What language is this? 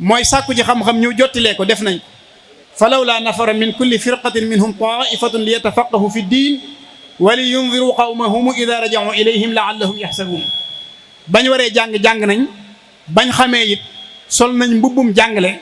Wolof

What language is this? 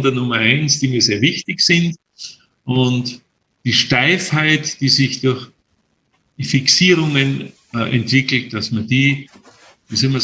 German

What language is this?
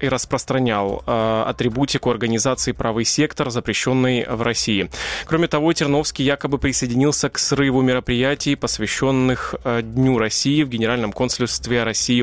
Russian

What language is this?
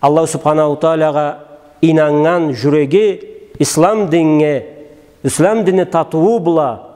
Karachay-Balkar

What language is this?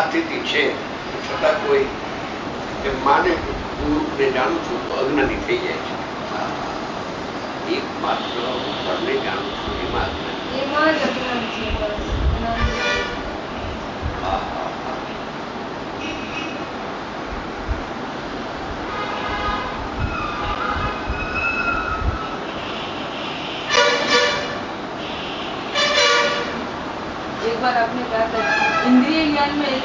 Gujarati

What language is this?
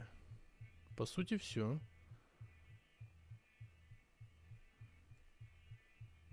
Russian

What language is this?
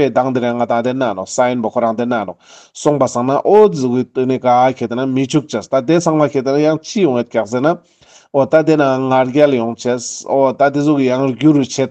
Ladakhi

